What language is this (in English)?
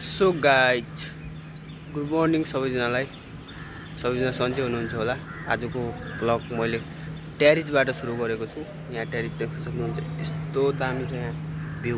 Nepali